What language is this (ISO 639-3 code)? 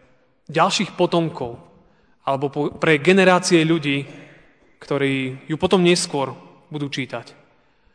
slk